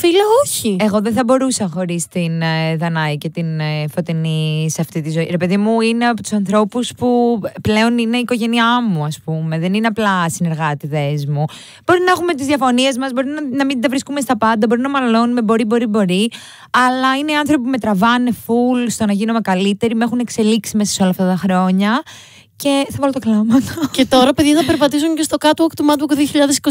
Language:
Greek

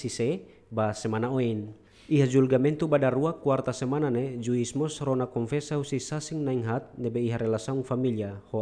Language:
Tetum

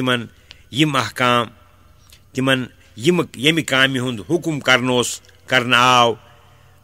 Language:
Kashmiri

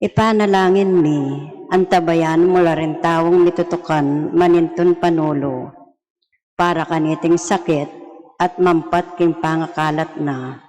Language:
Pampanga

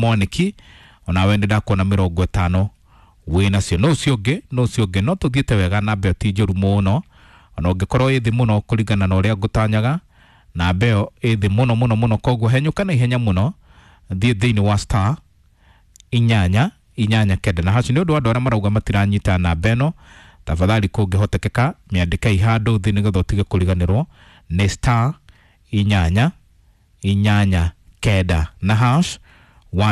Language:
Kikuyu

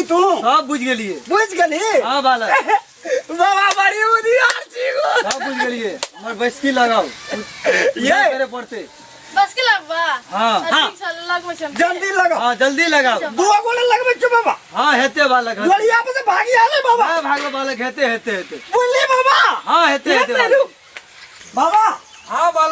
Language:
Maithili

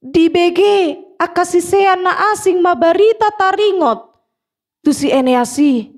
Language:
Batak Toba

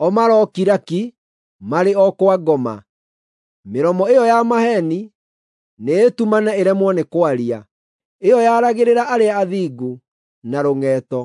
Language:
Kikuyu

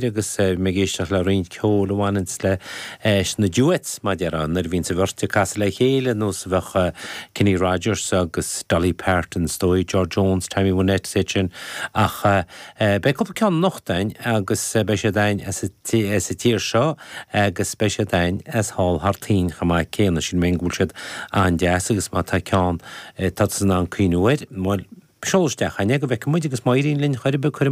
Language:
Irish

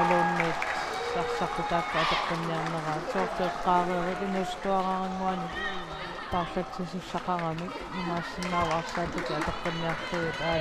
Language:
Kalaallisut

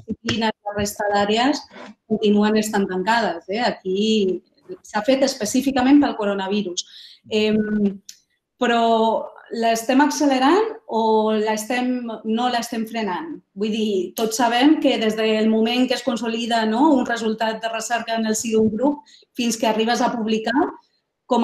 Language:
Catalan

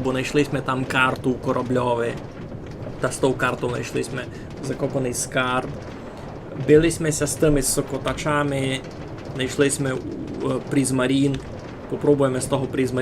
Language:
Rusyn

